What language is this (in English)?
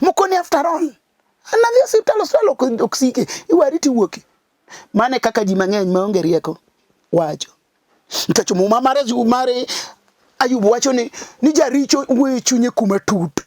Luo (Kenya and Tanzania)